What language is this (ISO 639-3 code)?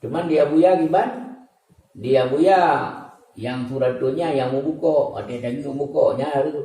ace